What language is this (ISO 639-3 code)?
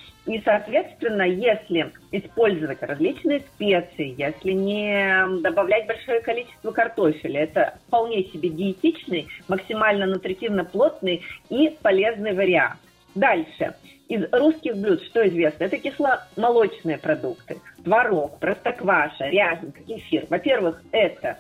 rus